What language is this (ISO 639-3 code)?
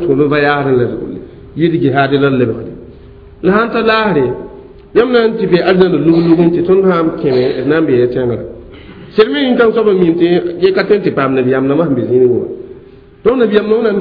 mos